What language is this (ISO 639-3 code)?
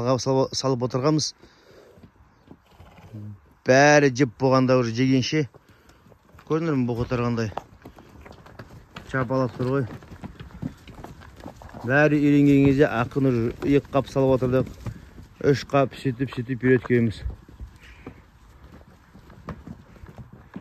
kaz